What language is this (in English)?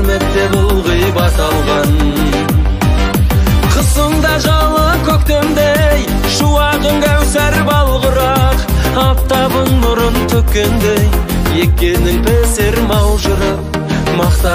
Kazakh